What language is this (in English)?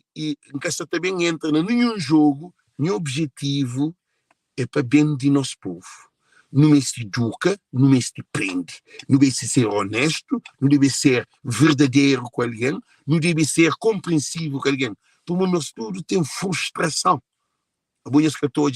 Kabuverdianu